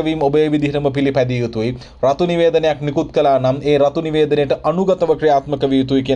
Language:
Sinhala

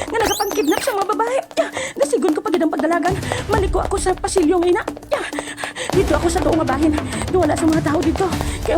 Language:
Hiligaynon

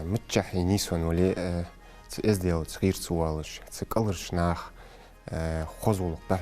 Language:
Ingush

